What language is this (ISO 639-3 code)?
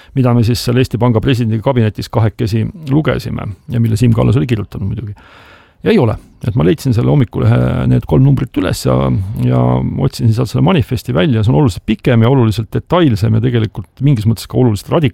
est